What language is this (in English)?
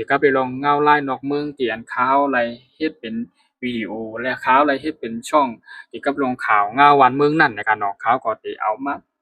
Shan